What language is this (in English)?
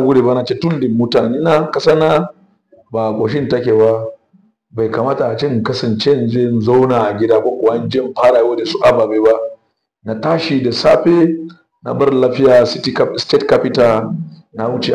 Hausa